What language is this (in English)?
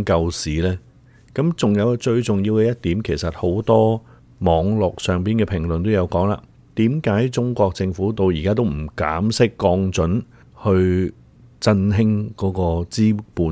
Cantonese